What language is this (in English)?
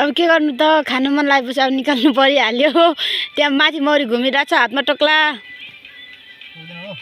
Nepali